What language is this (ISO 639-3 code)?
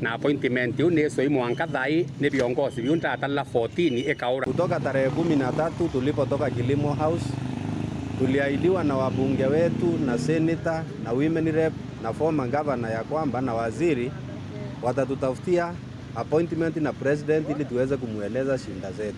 mer